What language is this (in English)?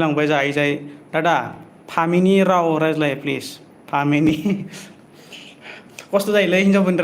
Bodo